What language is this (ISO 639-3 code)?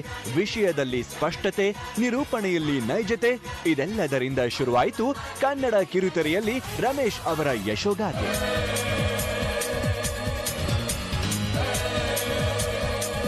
kan